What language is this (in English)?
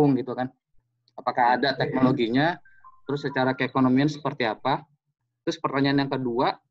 Indonesian